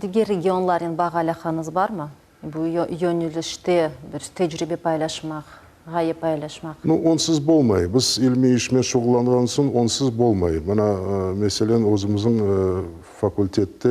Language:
Crimean Tatar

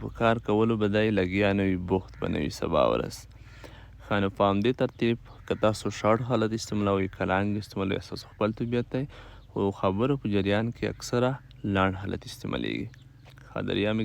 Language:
Pashto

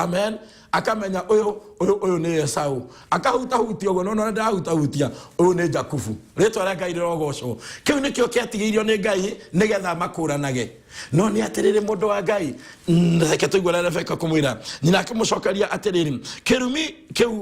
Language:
Kikuyu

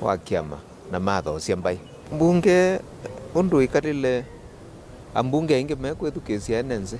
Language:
Kamba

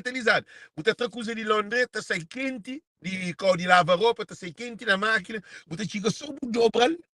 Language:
Kabuverdianu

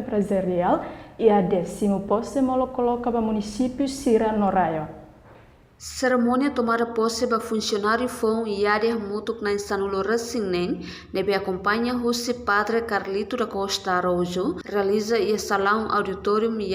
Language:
Tetum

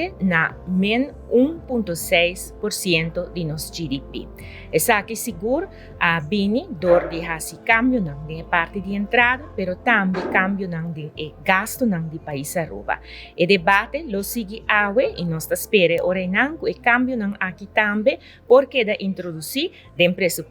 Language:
Papiamento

